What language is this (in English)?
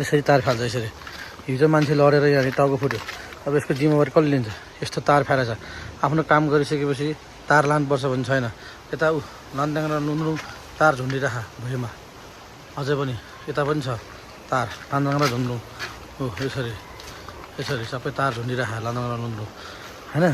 Nepali